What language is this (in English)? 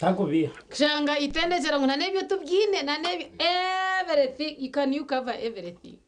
Nyankole